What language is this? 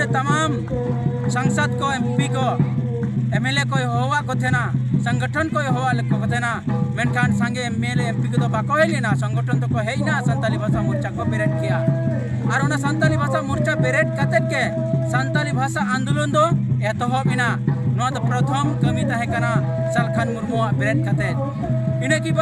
Santali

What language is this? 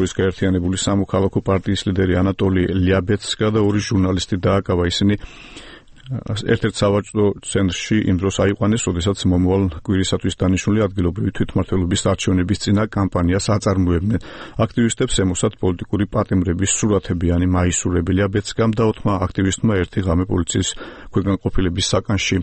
Georgian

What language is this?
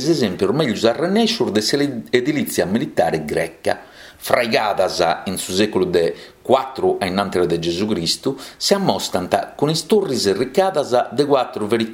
Sardinian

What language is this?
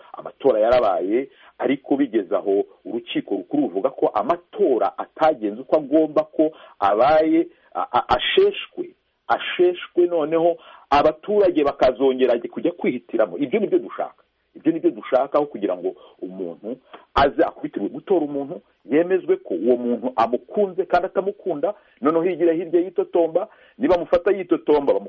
Kinyarwanda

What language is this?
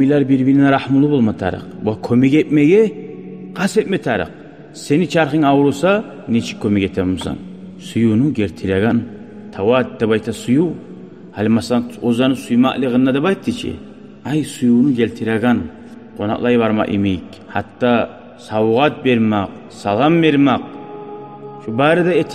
Kumyk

